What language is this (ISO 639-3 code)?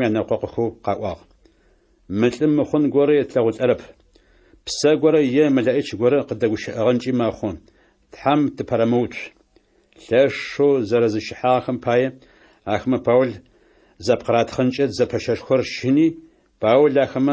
ady